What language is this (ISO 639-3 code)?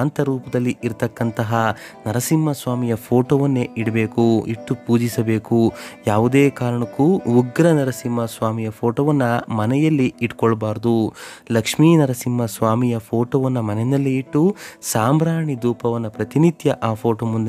kan